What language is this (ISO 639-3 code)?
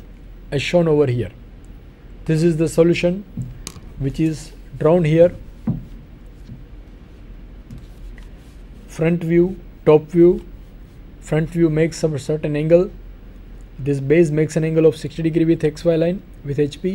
eng